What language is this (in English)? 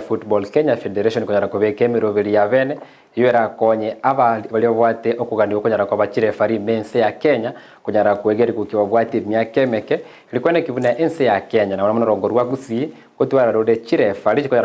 Gusii